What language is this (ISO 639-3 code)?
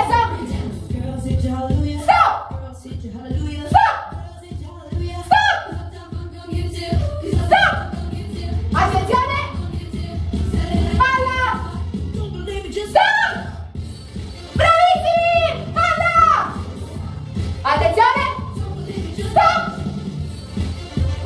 ita